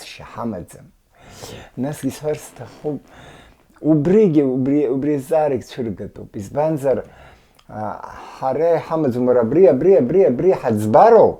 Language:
Abkhazian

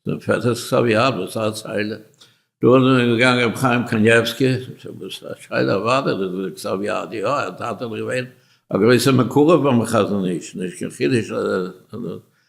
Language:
Yiddish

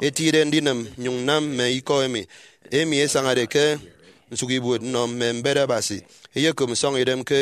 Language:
Efik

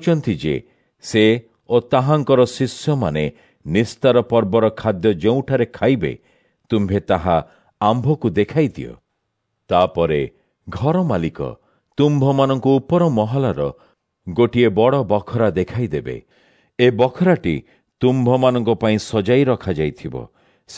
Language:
Odia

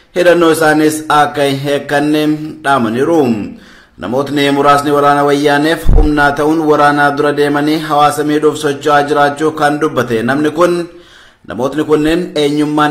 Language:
Oromo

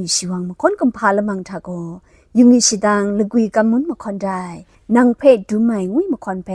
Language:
Kachin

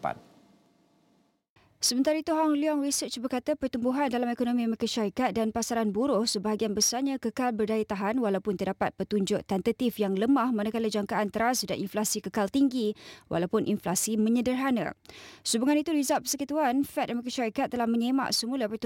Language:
Malay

